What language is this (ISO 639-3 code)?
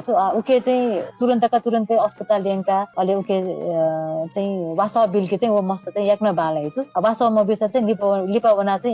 new